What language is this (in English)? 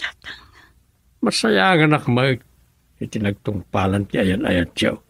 Iloko